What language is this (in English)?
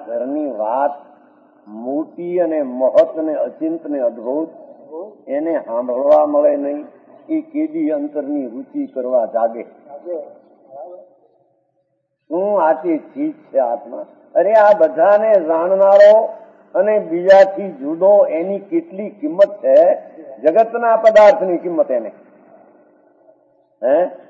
Gujarati